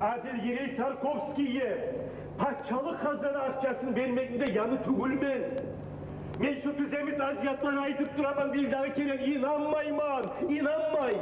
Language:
Kumyk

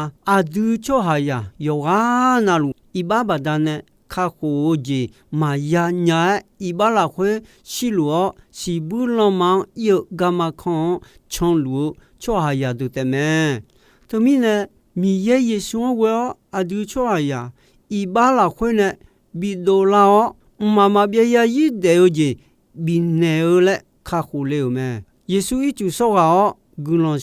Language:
Akha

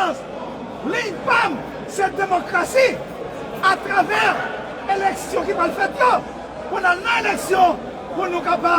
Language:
Haitian Creole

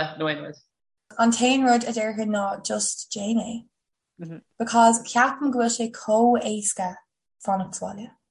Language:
Irish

